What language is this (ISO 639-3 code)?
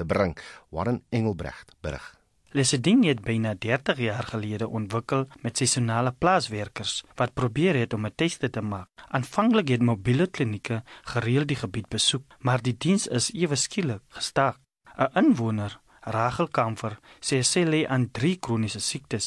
afr